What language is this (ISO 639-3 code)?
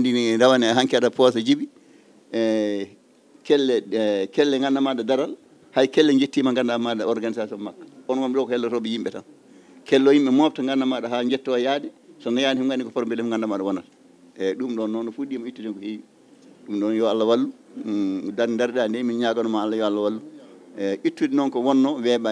ful